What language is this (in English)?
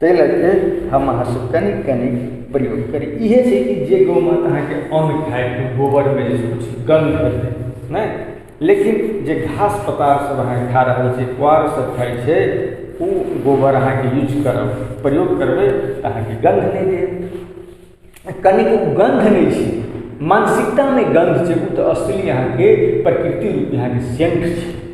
Maithili